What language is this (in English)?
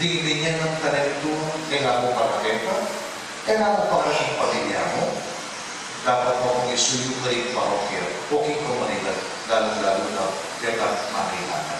Pampanga